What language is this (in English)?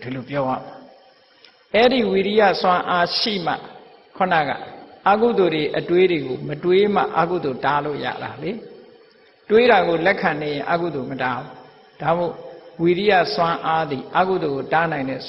Burmese